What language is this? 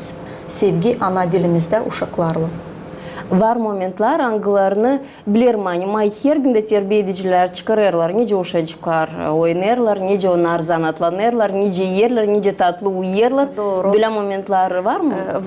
Gagauz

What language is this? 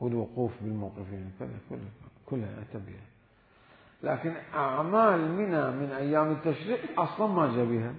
Mesopotamian Arabic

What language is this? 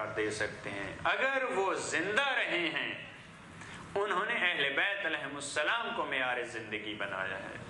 Urdu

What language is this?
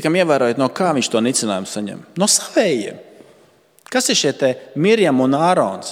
Latvian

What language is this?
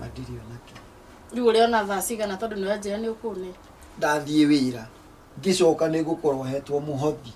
Kikuyu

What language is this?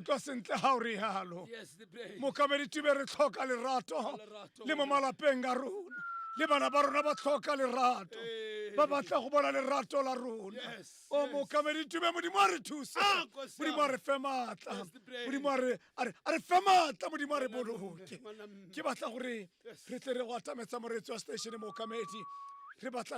Tswana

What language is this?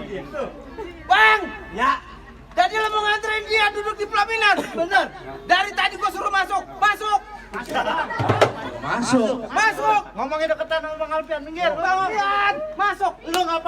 Betawi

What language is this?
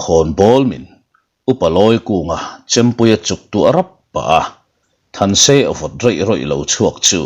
Mizo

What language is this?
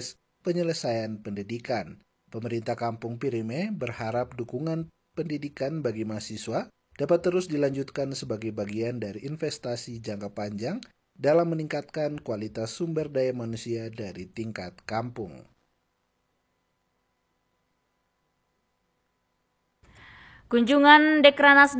Indonesian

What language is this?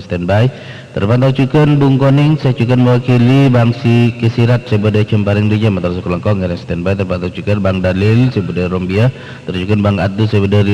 Madurese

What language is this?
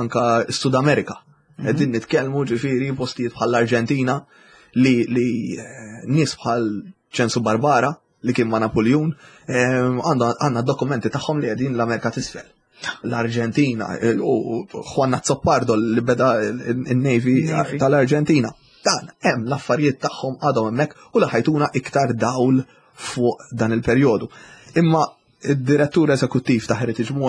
Maltese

